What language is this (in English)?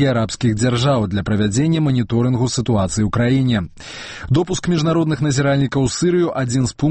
Belarusian